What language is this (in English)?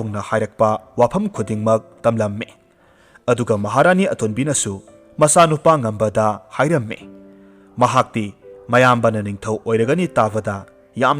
Manipuri